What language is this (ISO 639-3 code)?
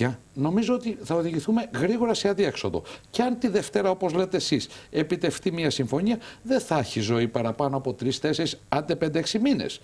ell